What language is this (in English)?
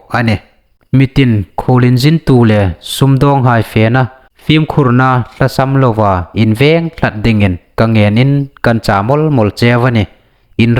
Hmar